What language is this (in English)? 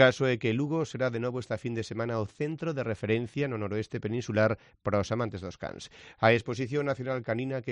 Galician